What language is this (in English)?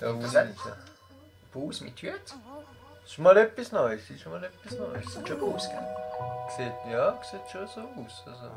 Swiss German